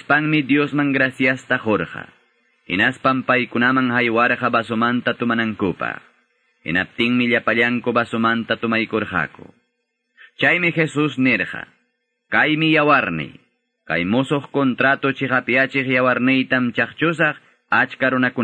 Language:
Quechua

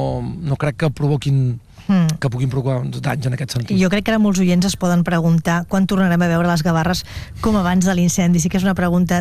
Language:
Catalan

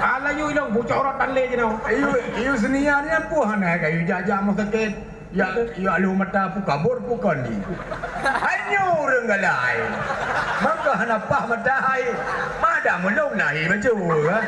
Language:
Achinese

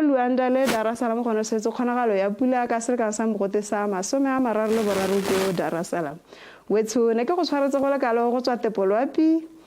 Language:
Tswana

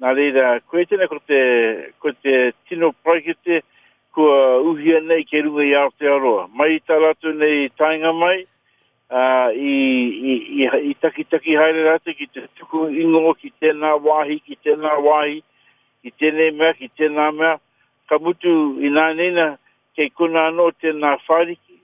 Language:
Māori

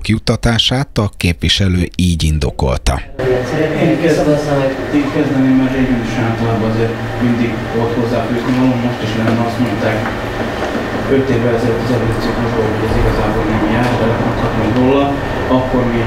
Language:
Hungarian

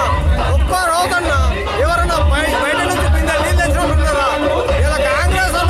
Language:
Telugu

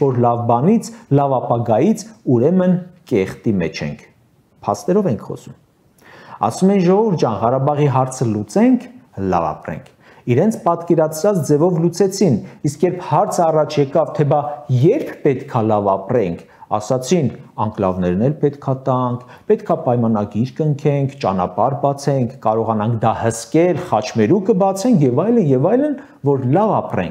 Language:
Armenian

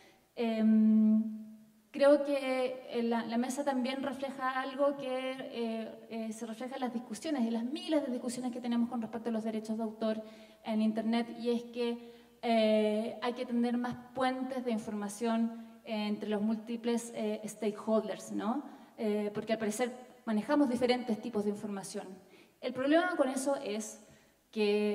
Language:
Spanish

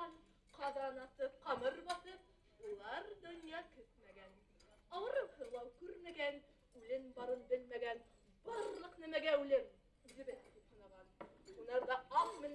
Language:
Bashkir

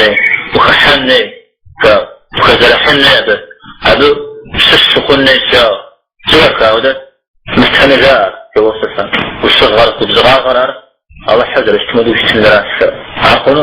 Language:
Kabardian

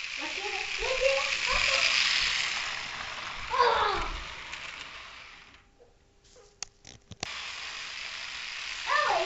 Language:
Czech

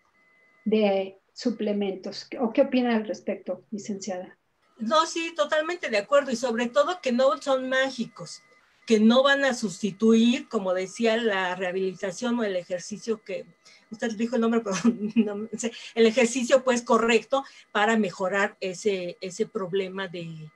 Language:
Spanish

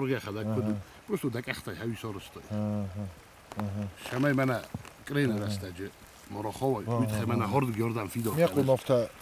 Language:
Ossetic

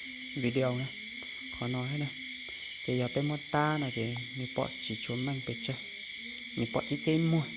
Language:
Hmong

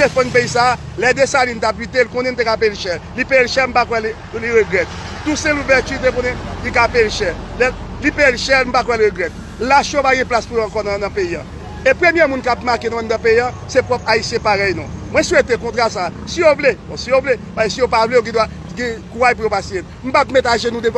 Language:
Haitian Creole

